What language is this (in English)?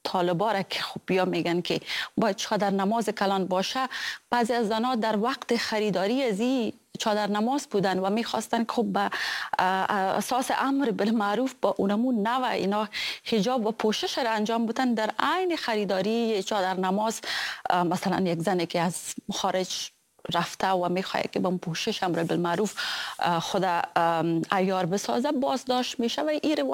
Persian